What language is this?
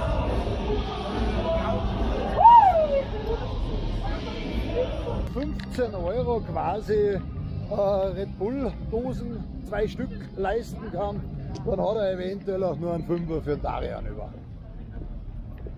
German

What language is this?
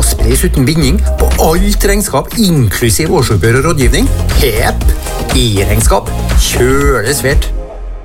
Norwegian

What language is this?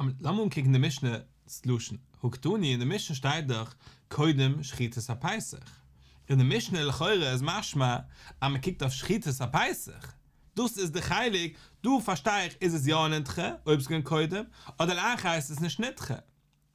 Yiddish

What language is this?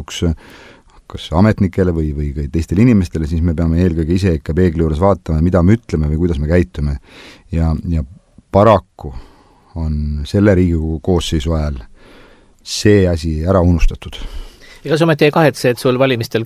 Estonian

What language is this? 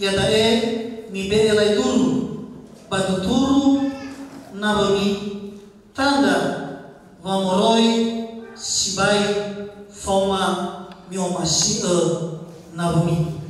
Nias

